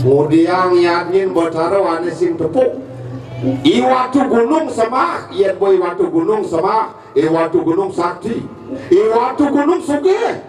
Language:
Balinese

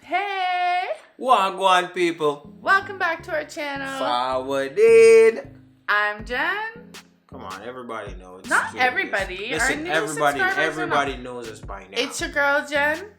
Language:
Jamaican Creole English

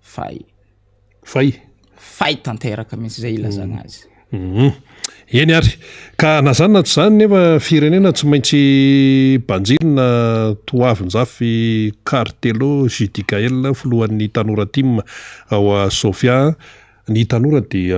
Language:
Malagasy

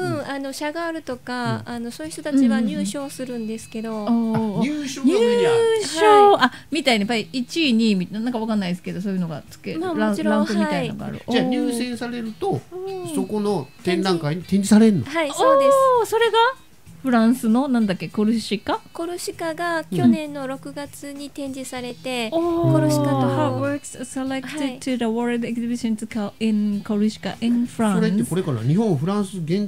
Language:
Japanese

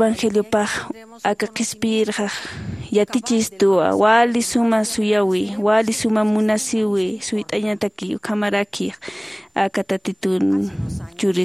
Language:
Aymara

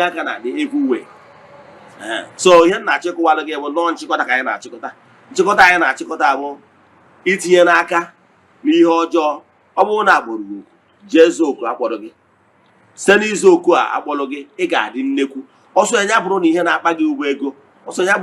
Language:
Igbo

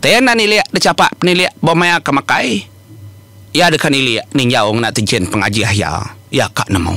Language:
Iban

